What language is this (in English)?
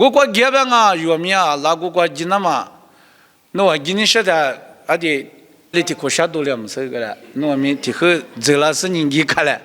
Lisu